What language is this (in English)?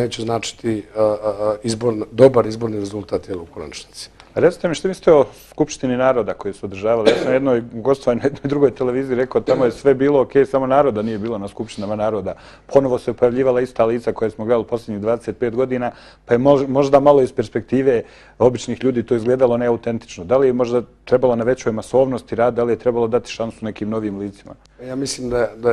Bosnian